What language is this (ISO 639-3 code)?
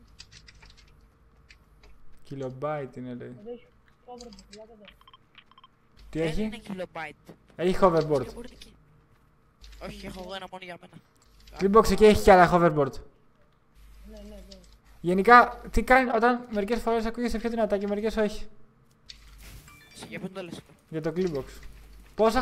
ell